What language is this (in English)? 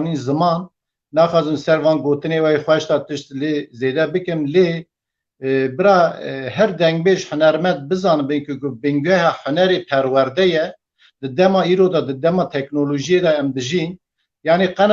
Kurdish